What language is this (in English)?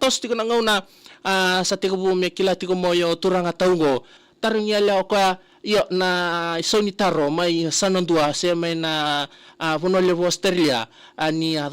Fijian